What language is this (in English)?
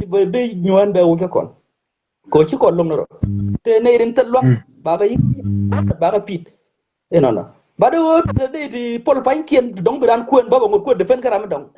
Nuer